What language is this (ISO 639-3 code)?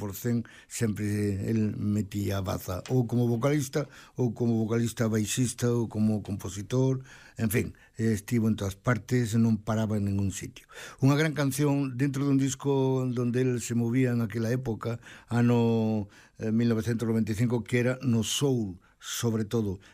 glg